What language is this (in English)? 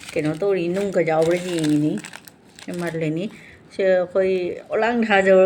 Manipuri